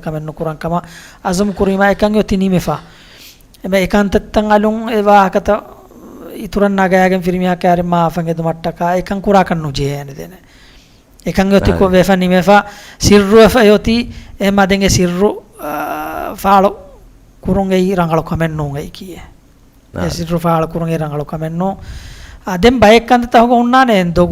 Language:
Divehi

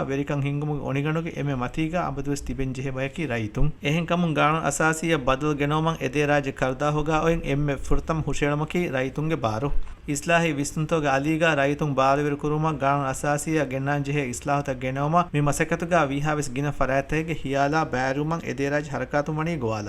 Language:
Divehi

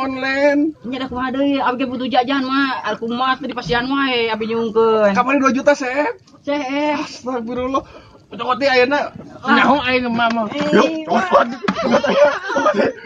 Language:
Sundanese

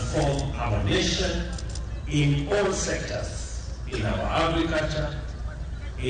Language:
Luo (Kenya and Tanzania)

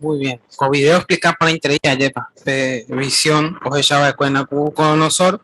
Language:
Guarani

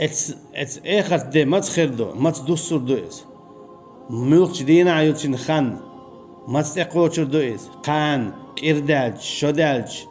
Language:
Chechen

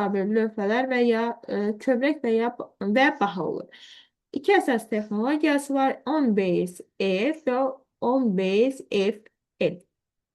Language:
Azerbaijani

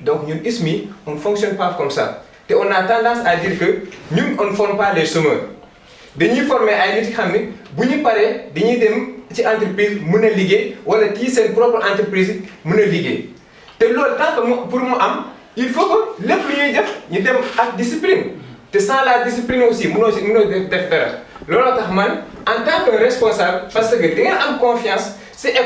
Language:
Wolof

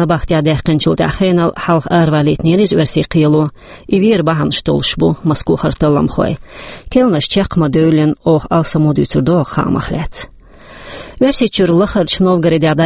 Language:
Chechen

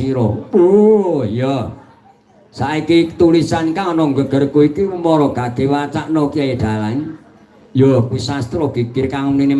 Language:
Javanese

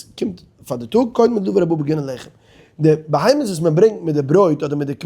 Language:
Yiddish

